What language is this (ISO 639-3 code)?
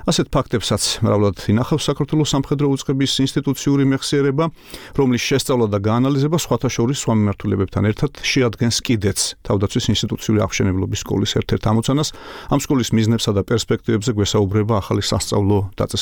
kat